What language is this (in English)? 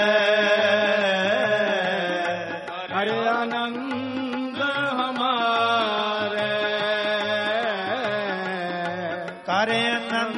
Punjabi